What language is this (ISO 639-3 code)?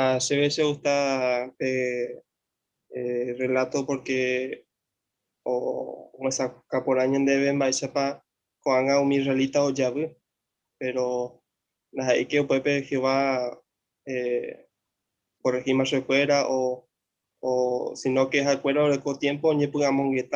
grn